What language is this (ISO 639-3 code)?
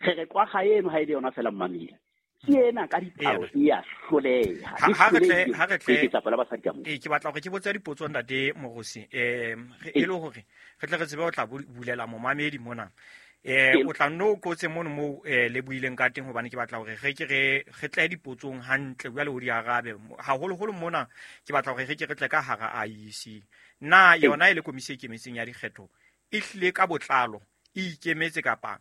sot